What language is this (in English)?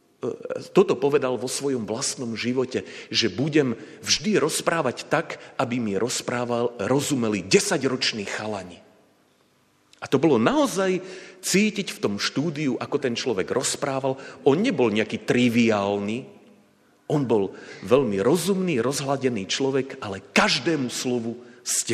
Slovak